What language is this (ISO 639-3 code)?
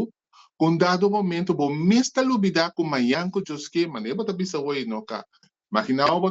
pap